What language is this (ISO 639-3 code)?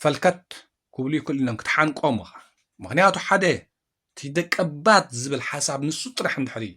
tir